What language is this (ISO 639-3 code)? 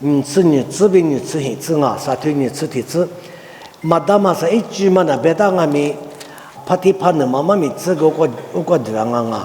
lis